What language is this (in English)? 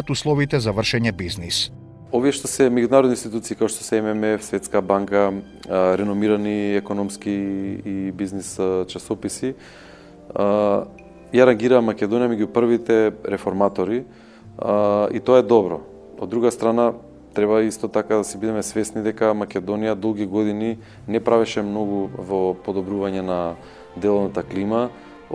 Macedonian